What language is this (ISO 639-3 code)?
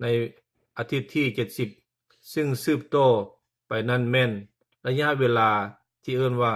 lao